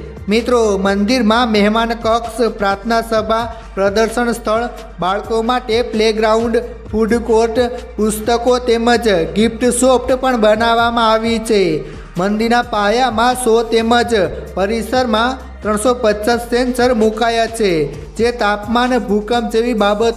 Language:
Gujarati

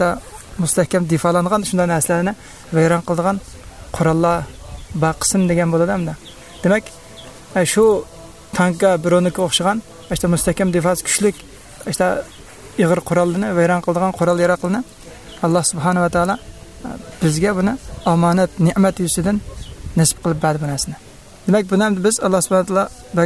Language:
Uyghur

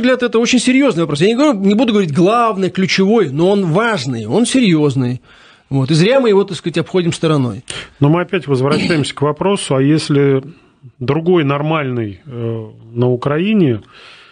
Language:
Russian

